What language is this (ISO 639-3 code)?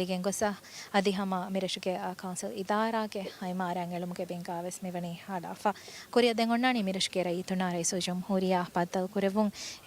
div